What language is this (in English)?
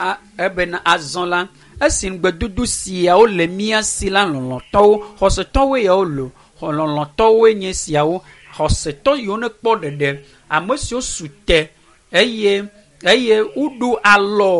Ewe